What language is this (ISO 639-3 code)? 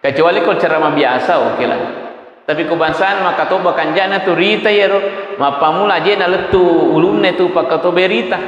bug